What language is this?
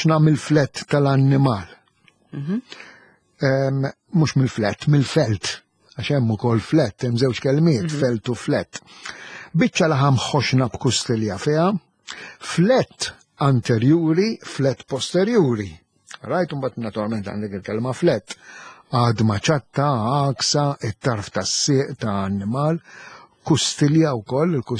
Maltese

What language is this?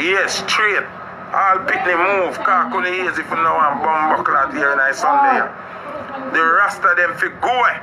Jamaican Creole English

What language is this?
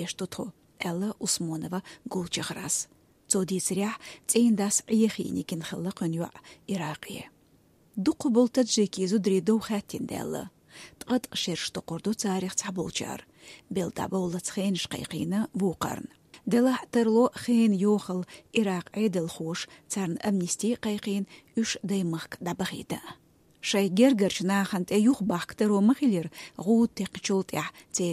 Chechen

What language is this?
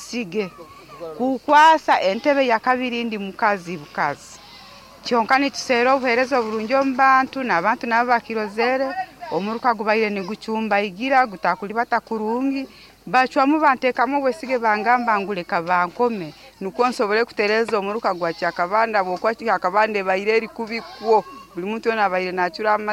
Nyankole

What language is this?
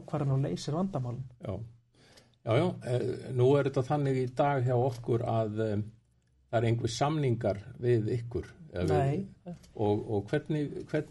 Icelandic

